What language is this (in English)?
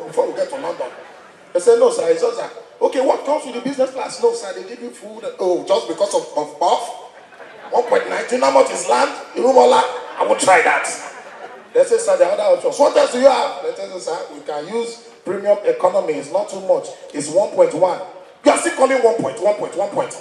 Nigerian Pidgin